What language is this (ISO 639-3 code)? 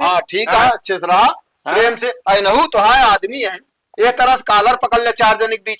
awa